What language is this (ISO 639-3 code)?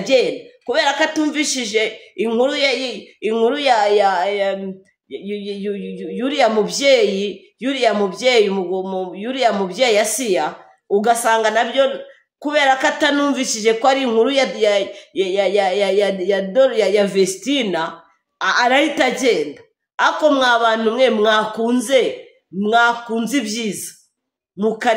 kin